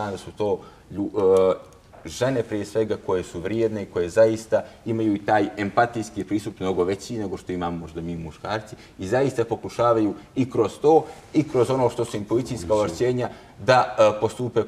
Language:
Bosnian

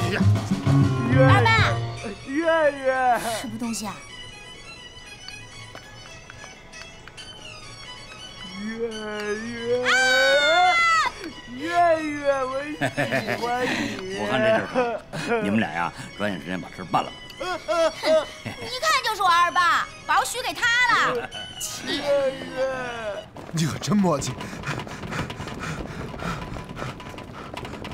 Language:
Chinese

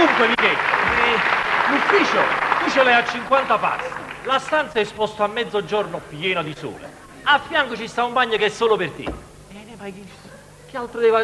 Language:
Neapolitan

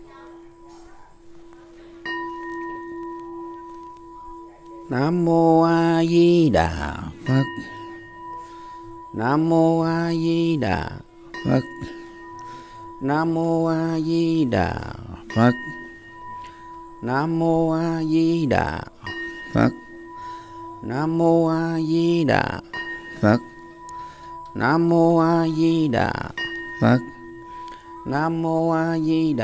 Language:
Vietnamese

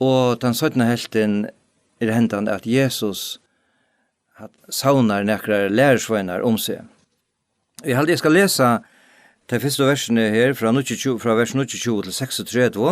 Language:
Faroese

